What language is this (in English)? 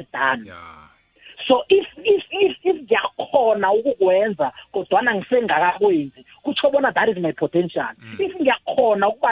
South Ndebele